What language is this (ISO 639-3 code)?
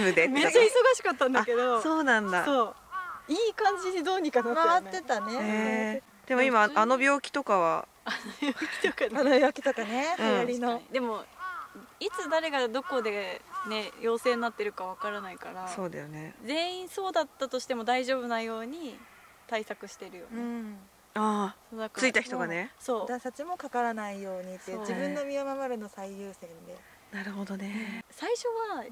jpn